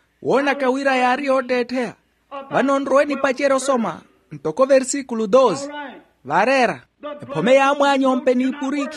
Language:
Makhuwa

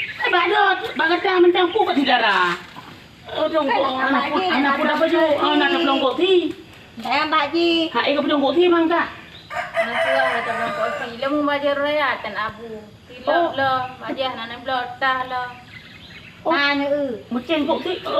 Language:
Achinese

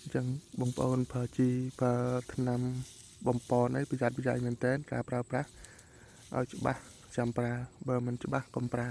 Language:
Khmer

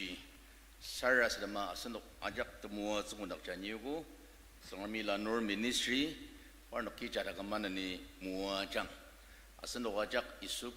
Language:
Ao Naga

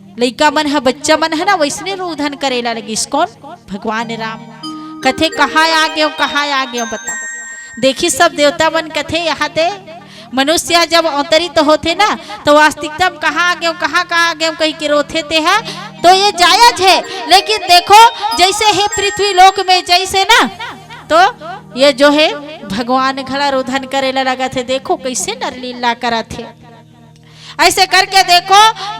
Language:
Chhattisgarhi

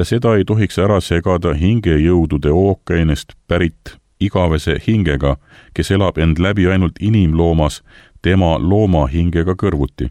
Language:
Estonian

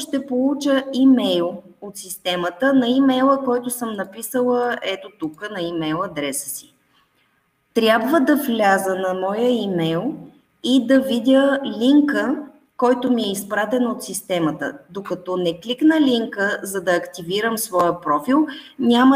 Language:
Bulgarian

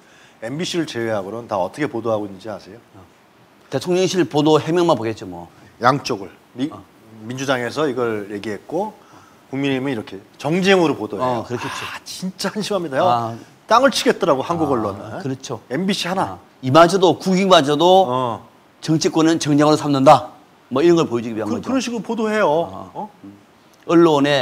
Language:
Korean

